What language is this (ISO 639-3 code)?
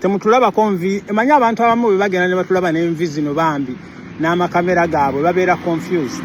lug